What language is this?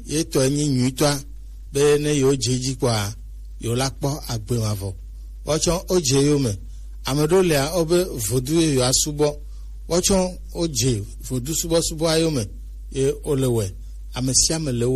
Gen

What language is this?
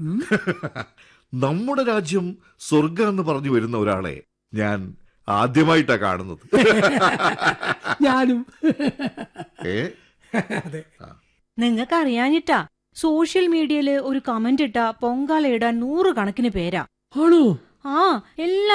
Malayalam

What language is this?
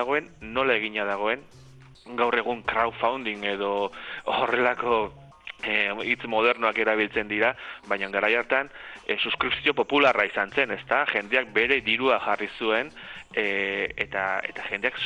Basque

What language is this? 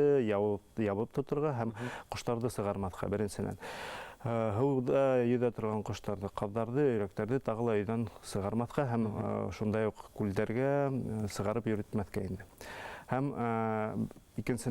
Bashkir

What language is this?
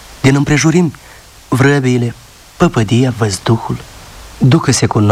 Romanian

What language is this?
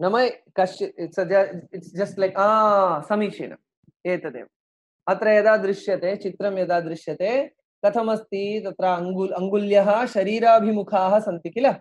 Sanskrit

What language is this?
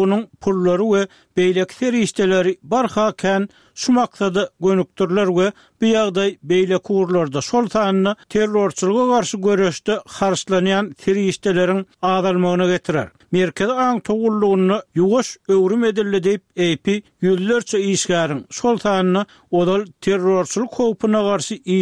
Turkmen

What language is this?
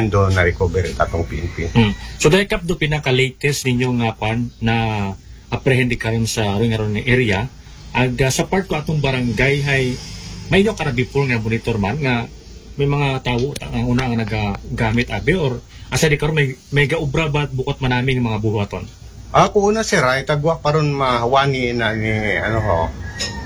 Aklanon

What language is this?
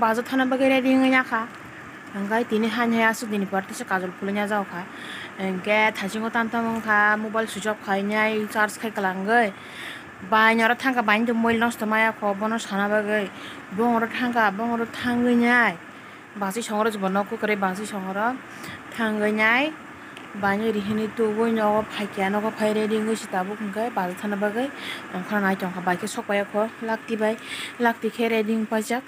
Kok Borok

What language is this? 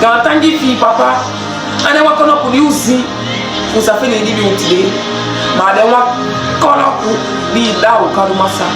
Saramaccan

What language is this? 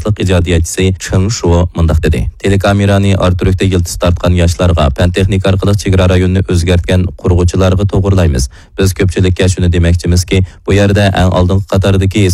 Uyghur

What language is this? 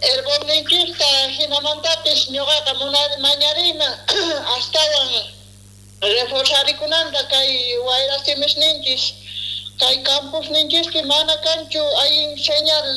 South Bolivian Quechua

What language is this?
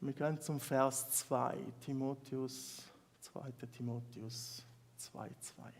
Swiss German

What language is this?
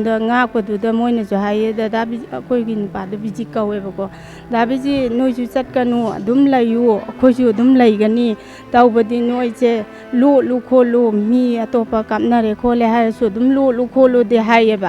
Manipuri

